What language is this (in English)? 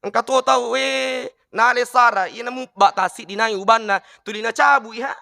Buginese